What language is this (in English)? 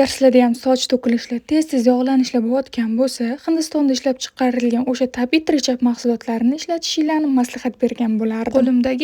Uzbek